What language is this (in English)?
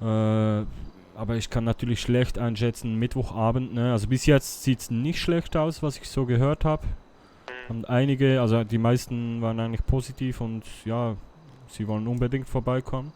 Swiss German